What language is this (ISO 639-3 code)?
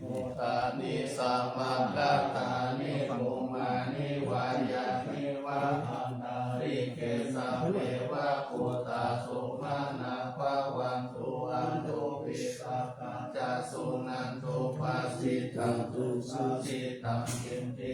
pli